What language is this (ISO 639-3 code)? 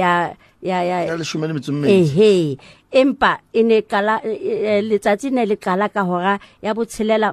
sot